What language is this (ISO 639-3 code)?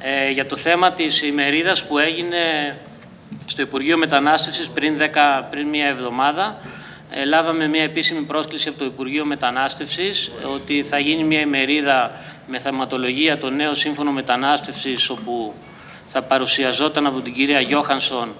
ell